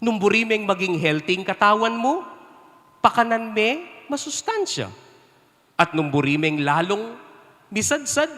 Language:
Pampanga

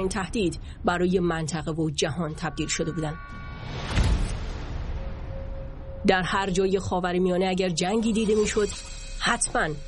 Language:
Persian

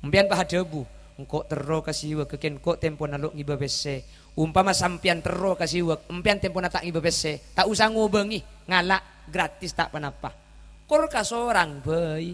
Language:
Madurese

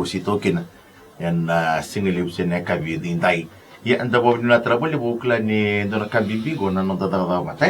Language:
Fijian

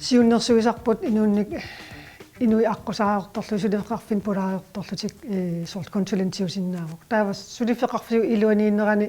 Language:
Kalaallisut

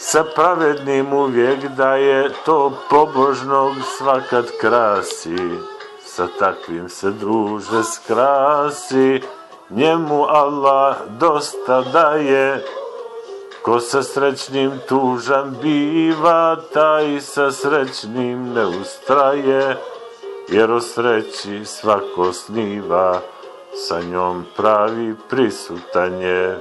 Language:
Bosnian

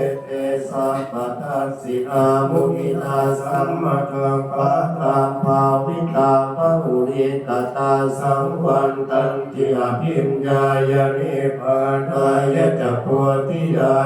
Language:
Pali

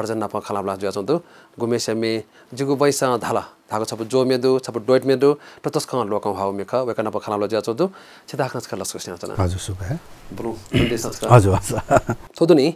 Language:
Newari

